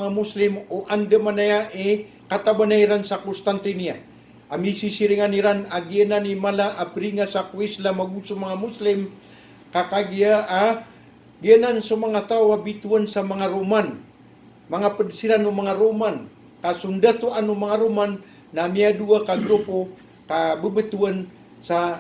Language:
Maranao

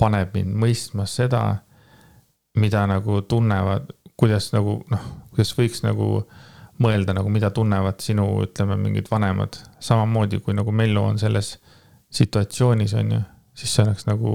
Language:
Estonian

